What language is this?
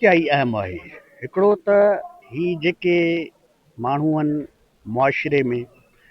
Sindhi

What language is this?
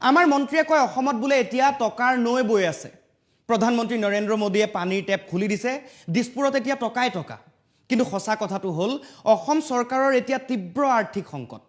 Assamese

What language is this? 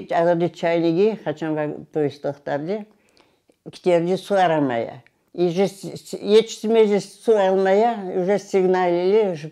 Crimean Tatar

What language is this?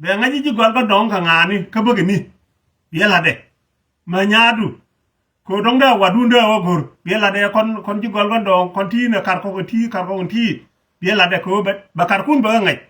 Nuer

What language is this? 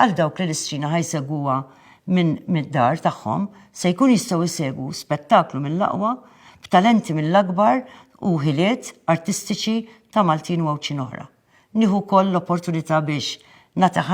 Maltese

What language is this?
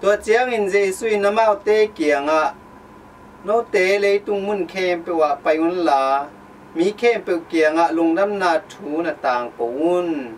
Tedim Chin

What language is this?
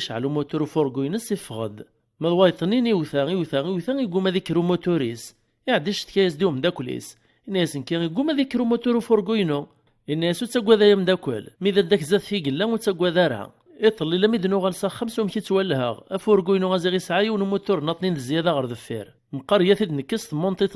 Kabyle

